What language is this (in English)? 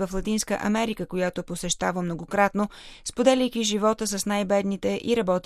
Bulgarian